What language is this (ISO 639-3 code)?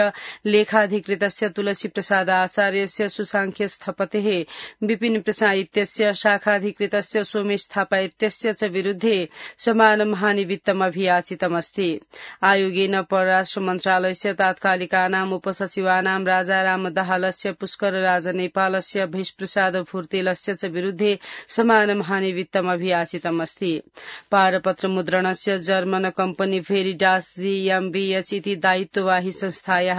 san